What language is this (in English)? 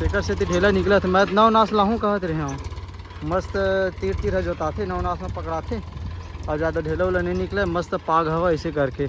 Chhattisgarhi